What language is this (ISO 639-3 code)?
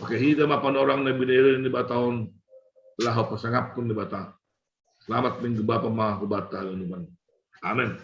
bts